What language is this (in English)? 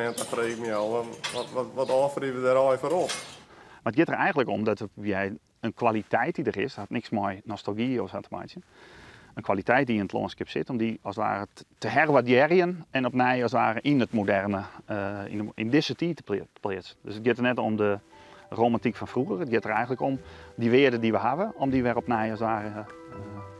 Western Frisian